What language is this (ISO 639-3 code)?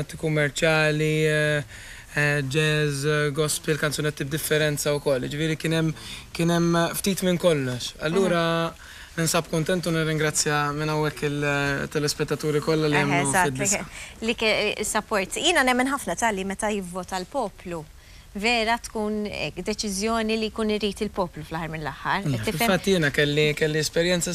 mlt